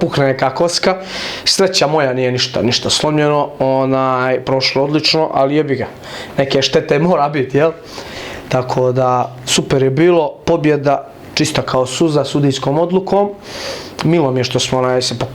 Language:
Bosnian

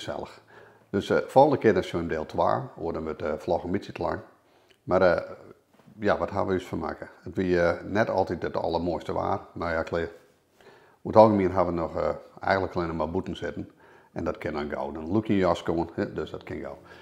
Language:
Western Frisian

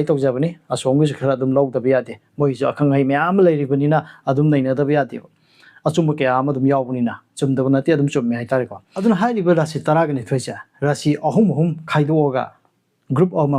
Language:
Manipuri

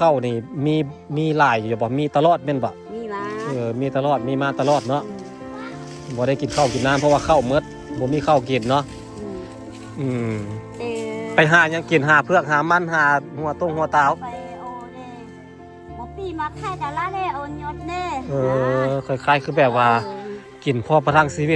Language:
Lao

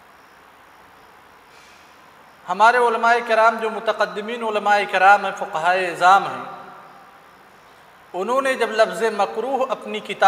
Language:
Urdu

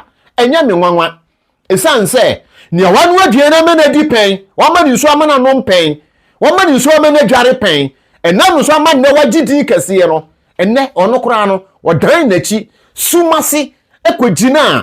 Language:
Akan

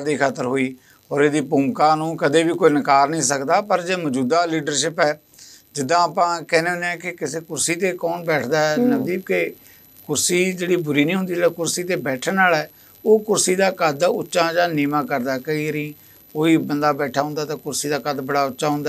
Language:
Punjabi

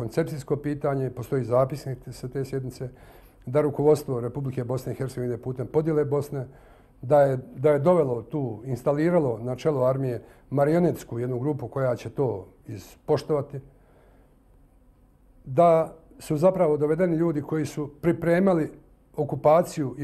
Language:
Bosnian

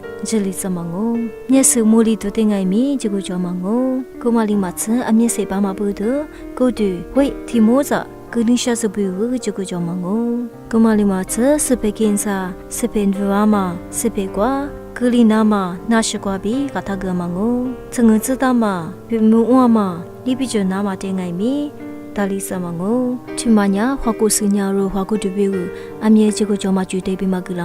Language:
Lisu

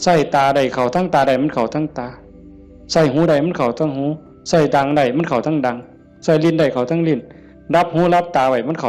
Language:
Northeastern Thai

